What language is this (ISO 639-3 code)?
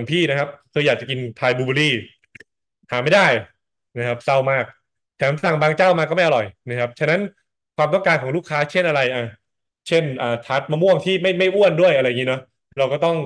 tha